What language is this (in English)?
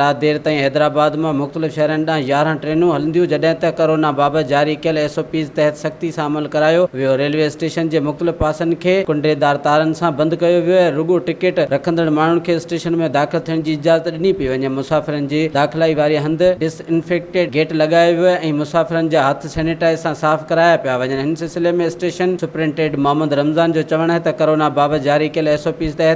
Sindhi